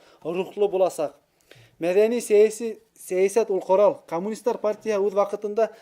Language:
Bashkir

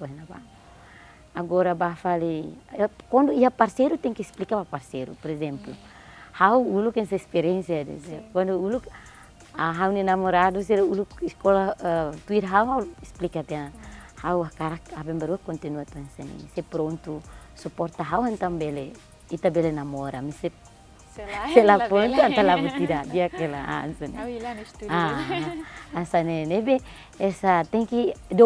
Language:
Tetum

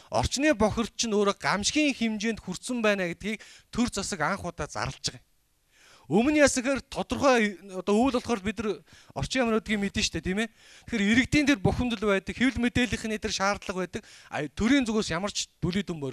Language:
Mongolian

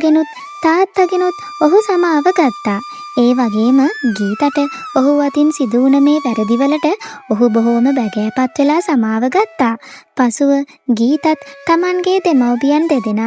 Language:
Sinhala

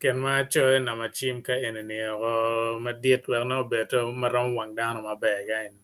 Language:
Acoli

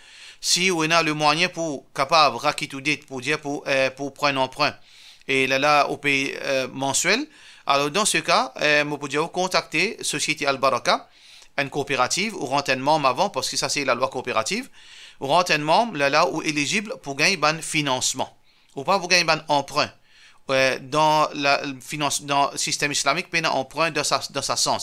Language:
Morisyen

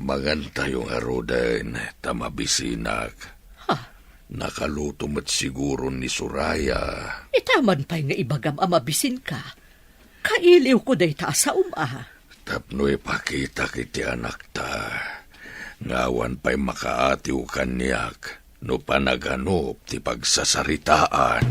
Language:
Iloko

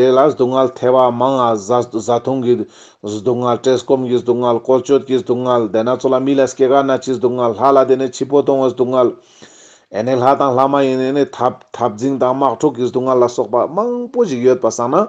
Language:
Ladakhi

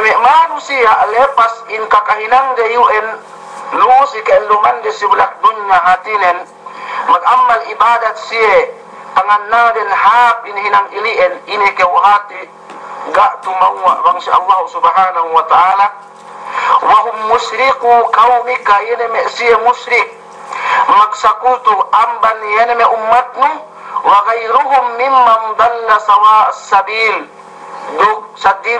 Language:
Yakan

